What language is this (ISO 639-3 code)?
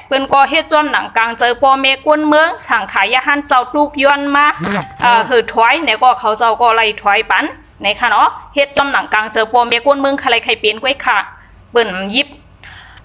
shn